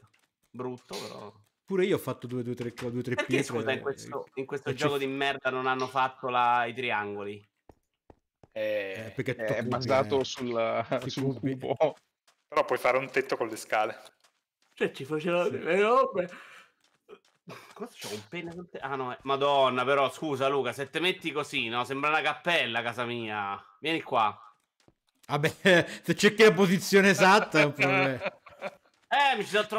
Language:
Italian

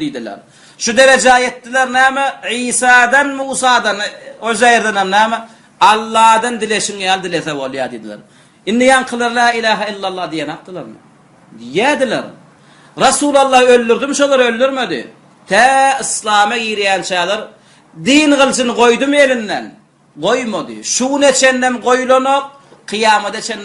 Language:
Turkmen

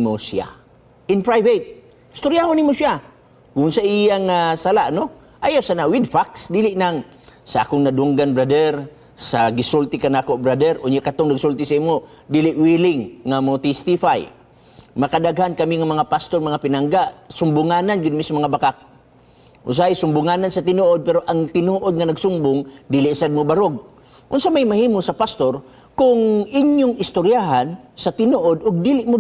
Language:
Cebuano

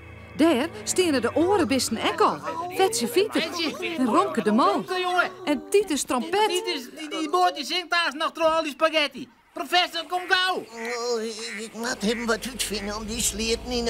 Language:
Western Frisian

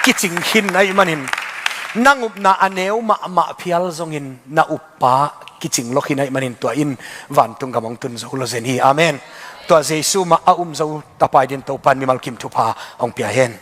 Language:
Tedim Chin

